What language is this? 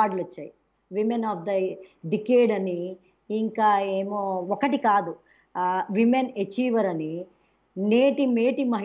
Telugu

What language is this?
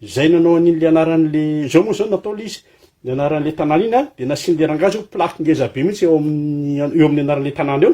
Malagasy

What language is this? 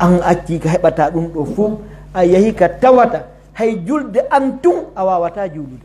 Pular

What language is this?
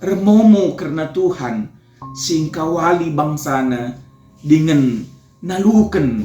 Batak Karo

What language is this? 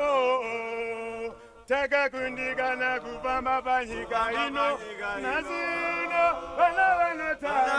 Shona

